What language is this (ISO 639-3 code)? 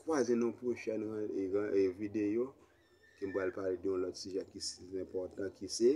hat